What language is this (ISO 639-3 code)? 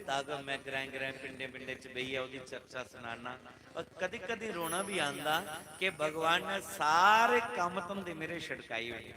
doi